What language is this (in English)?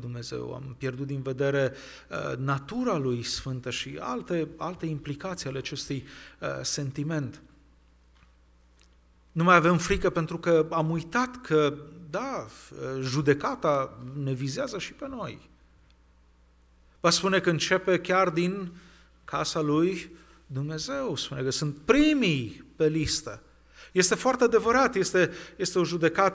Romanian